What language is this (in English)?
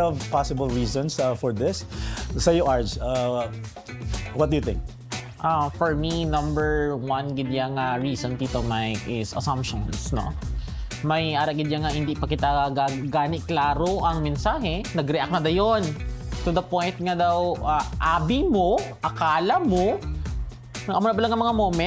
Hiligaynon